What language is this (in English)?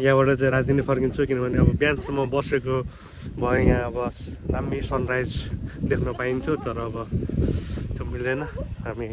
Nepali